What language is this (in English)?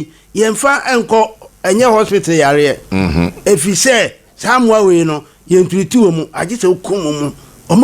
Akan